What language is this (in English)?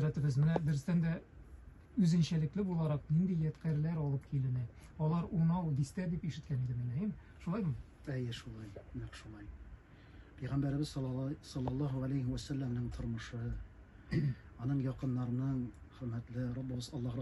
Tatar